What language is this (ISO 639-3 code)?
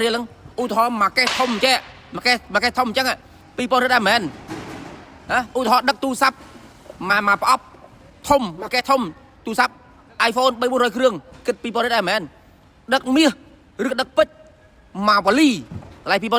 khm